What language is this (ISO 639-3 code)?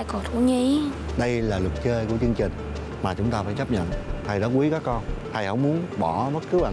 vie